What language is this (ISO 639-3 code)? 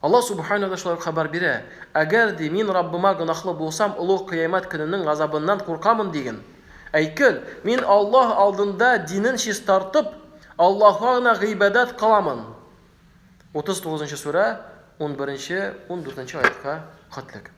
tat